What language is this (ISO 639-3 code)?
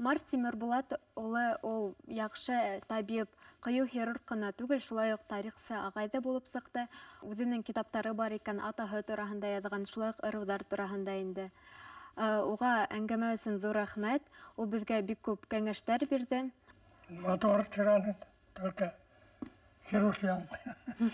bak